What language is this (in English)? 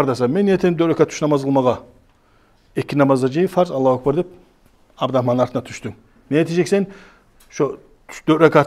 Kumyk